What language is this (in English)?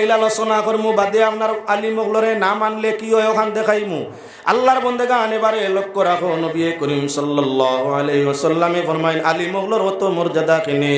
Sylheti